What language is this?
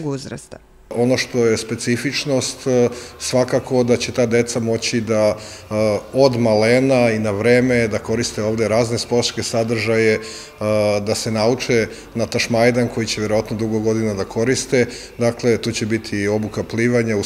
Serbian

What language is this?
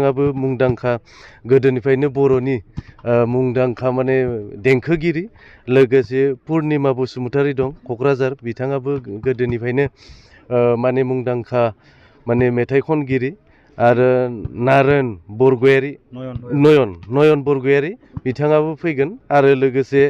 Bodo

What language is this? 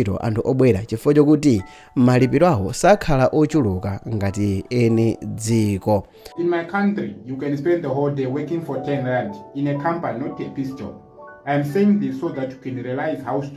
Nyanja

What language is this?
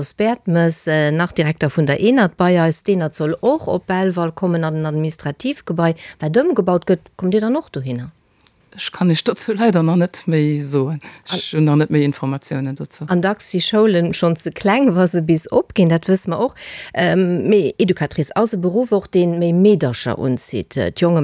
Luxembourgish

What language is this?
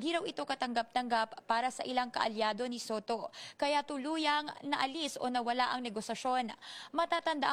Filipino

